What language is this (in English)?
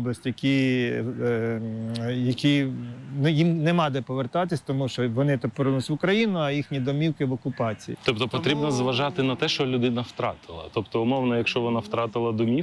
Ukrainian